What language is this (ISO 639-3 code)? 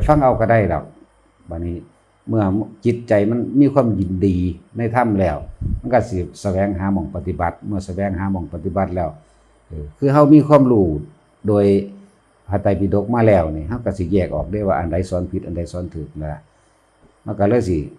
tts